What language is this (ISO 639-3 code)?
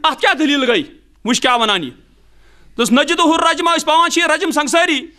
kas